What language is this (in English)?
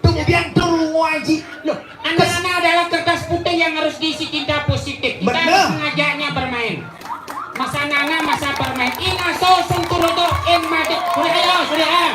Balinese